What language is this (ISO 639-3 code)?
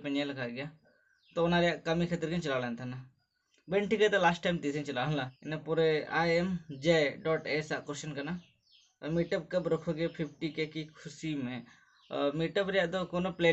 sat